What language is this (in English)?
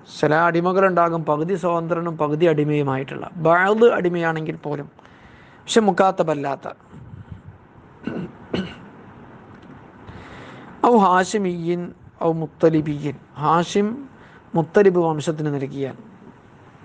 Malayalam